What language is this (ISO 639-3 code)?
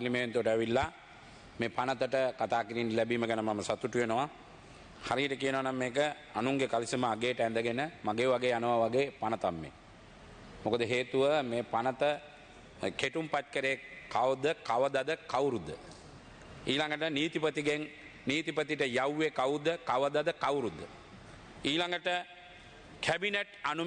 sin